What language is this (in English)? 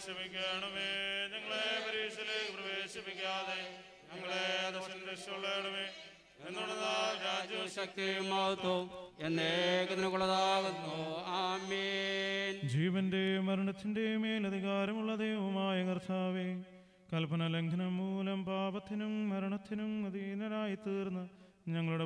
Malayalam